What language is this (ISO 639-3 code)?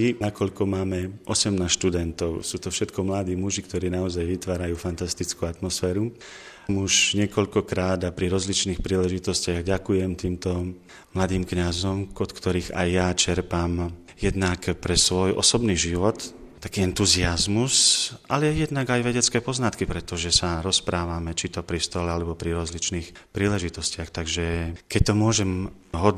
slk